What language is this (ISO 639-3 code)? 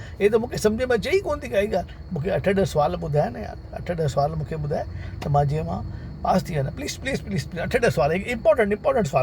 snd